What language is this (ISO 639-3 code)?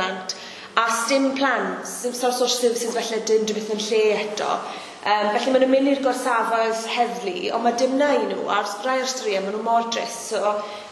cym